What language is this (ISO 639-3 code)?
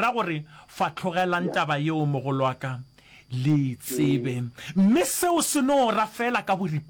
nso